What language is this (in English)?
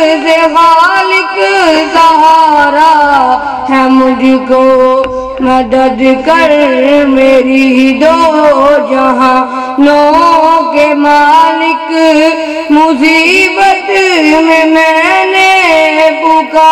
Urdu